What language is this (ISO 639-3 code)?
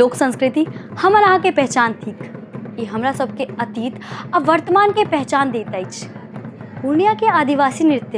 mai